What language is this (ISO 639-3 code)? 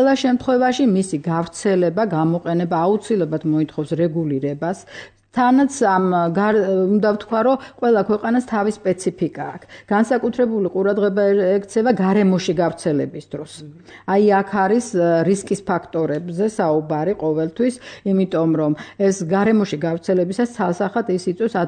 kat